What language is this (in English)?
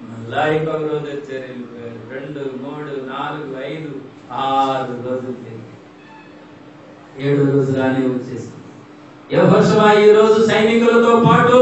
Telugu